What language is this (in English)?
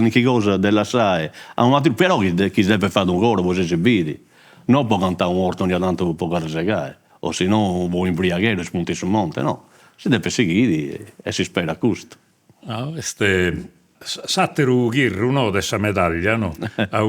Sardinian